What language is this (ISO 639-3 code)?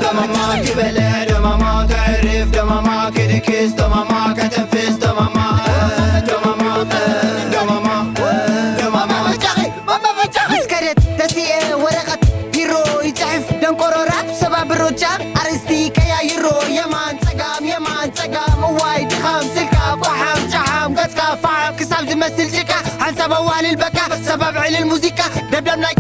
tir